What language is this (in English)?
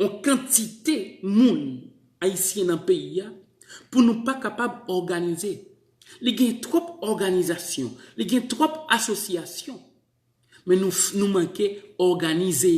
Haitian Creole